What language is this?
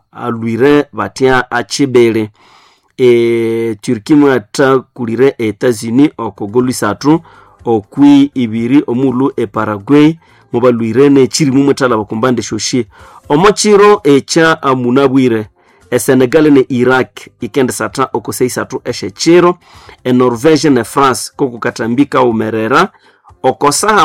Nande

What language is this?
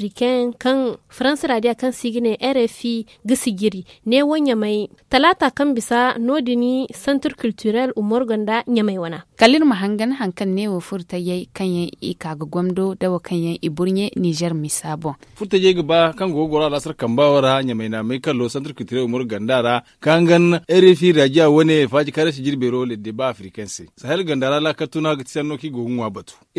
Zarma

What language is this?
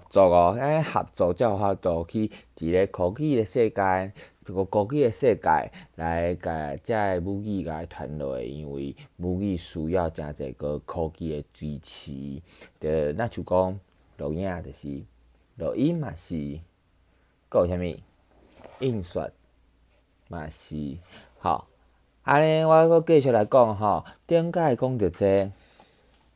Min Nan Chinese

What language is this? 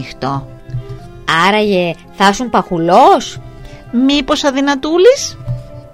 Greek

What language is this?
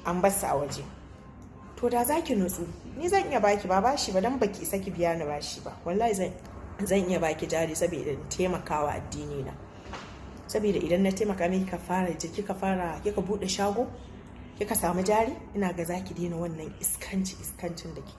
Hausa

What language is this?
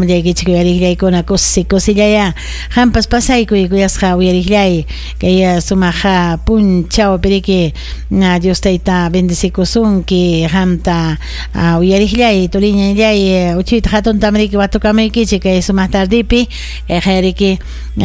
Ayacucho Quechua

